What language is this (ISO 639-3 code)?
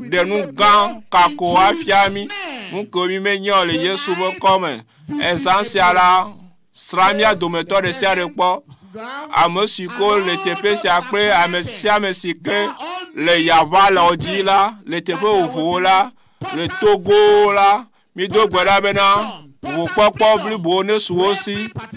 ewe